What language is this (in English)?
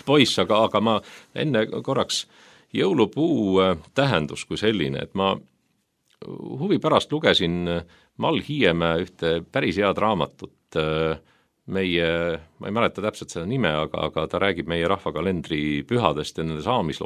Estonian